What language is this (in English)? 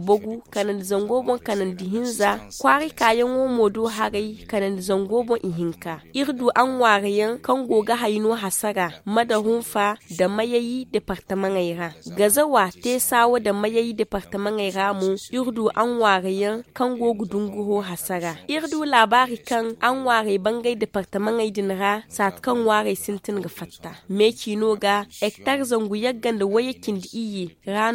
Zarma